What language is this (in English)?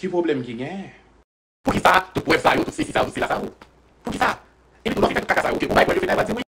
Haitian Creole